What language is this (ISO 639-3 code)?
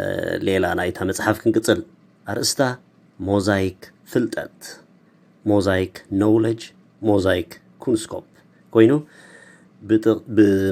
tir